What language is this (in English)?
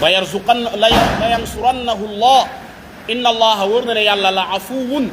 Wolof